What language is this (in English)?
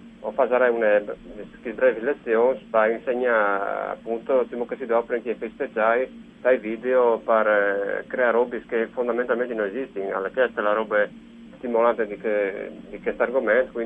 Friulian